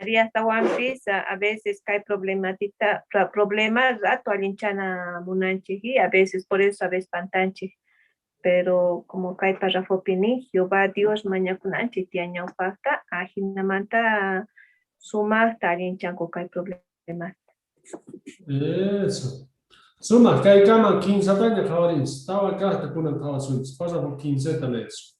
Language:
South Bolivian Quechua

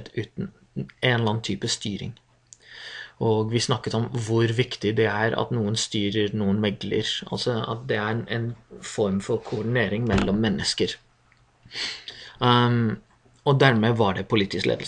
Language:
Norwegian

